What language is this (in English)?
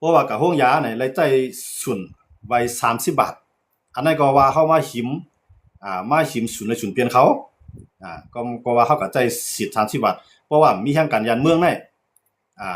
Shan